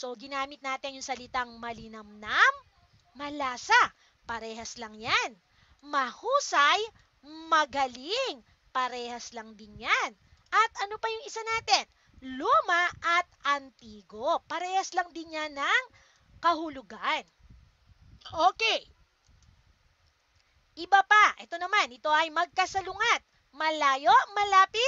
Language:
Filipino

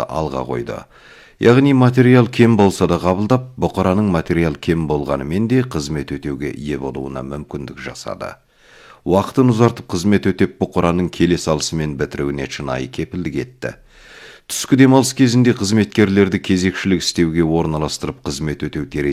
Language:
Kazakh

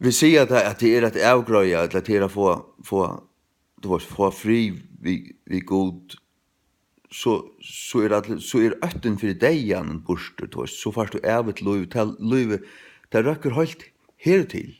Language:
Faroese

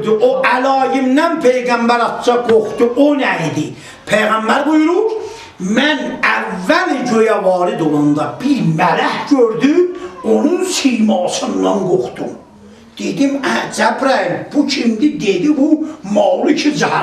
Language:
South Azerbaijani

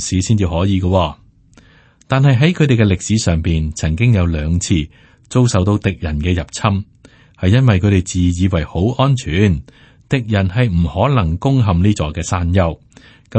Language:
Cantonese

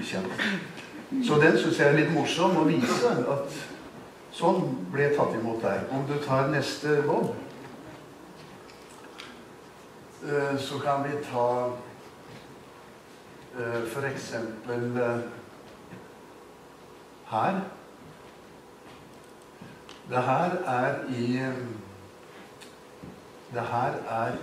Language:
Norwegian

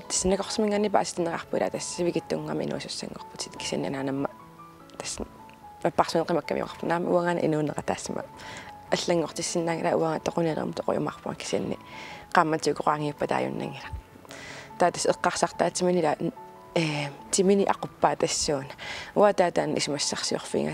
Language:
Kalaallisut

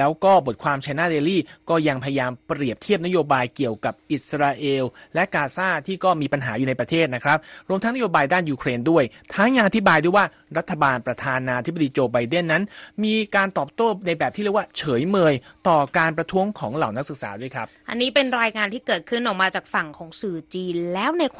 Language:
Thai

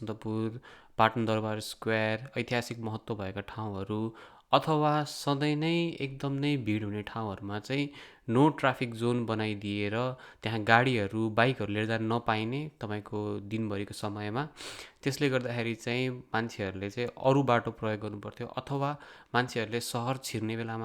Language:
Nepali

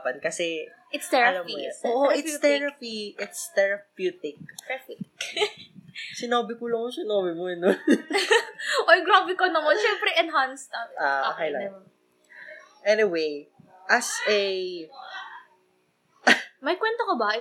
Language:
Filipino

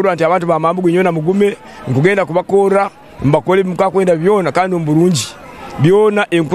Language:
Nyankole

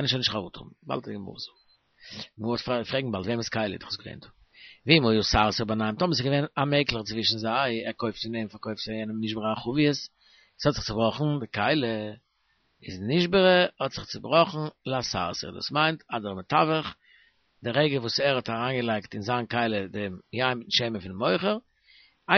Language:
Yiddish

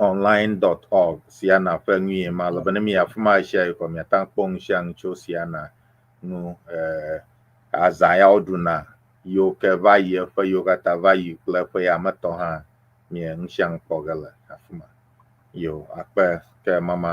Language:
Ewe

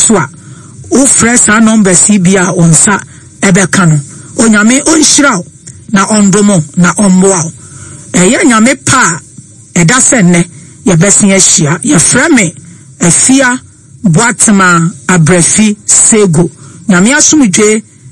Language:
Akan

